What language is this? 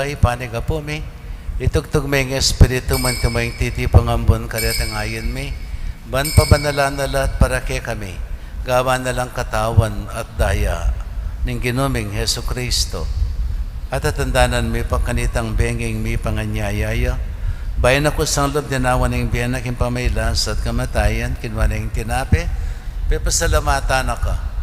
Pampanga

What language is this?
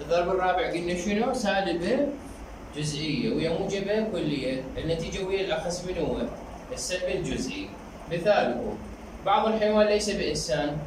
Mesopotamian Arabic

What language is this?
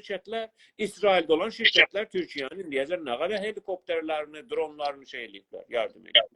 South Azerbaijani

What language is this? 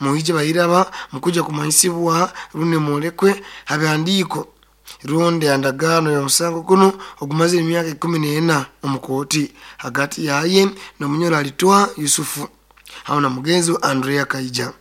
Nyoro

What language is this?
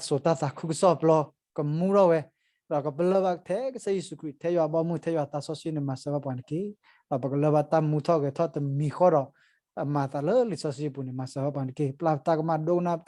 S'gaw Karen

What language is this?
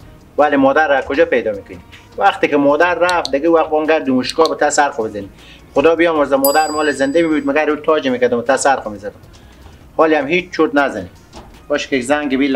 Persian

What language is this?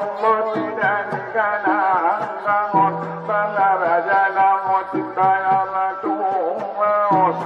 Batak Angkola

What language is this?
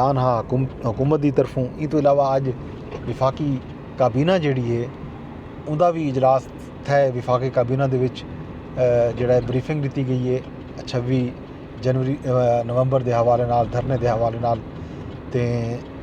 Saraiki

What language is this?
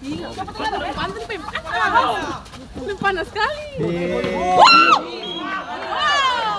Ambonese Malay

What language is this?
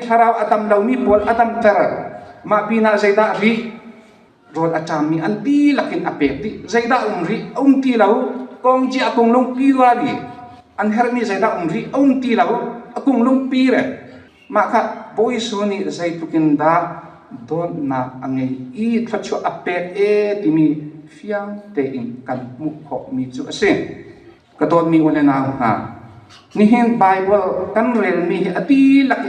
Hakha Chin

